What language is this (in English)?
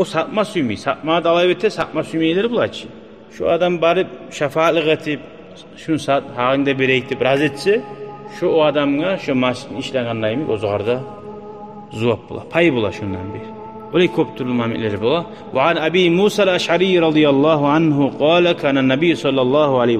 Kumyk